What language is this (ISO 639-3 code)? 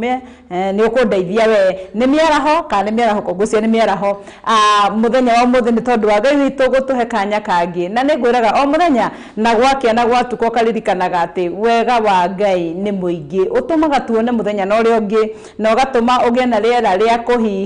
kik